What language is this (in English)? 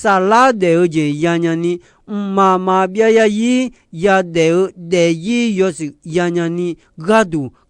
Akha